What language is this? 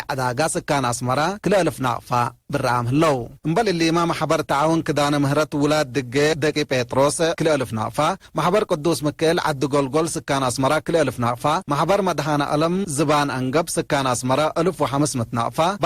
Tigre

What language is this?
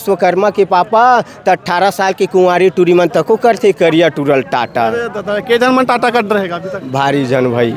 Chhattisgarhi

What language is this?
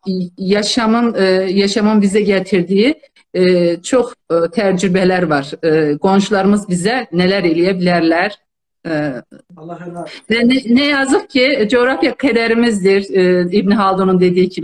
South Azerbaijani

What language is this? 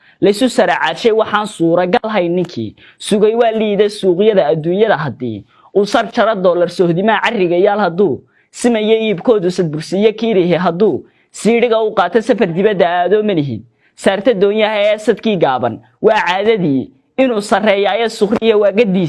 Somali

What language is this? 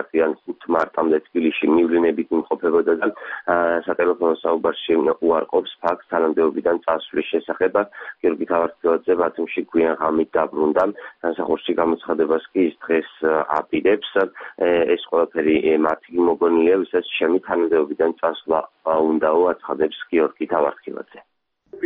Georgian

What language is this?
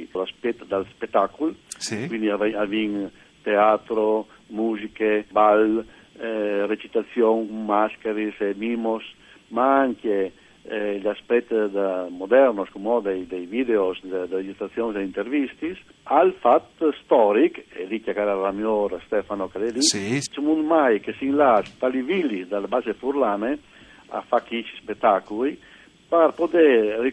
Friulian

